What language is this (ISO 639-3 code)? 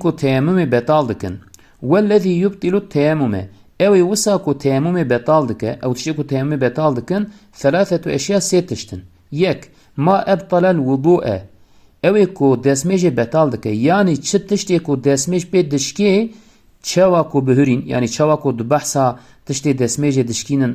kur